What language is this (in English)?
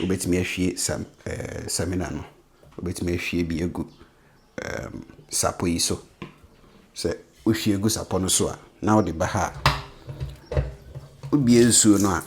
Akan